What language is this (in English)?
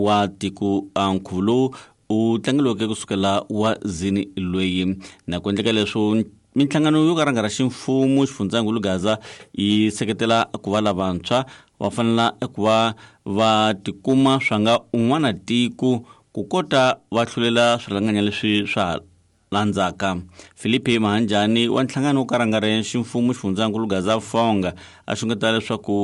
Tsonga